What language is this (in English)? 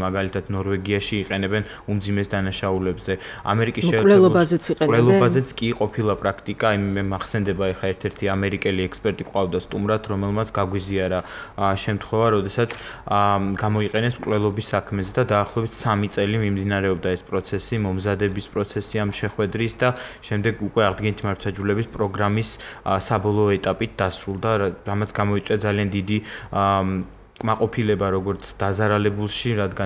Georgian